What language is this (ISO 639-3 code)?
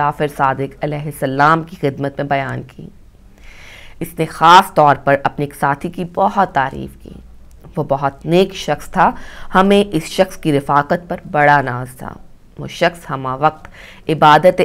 urd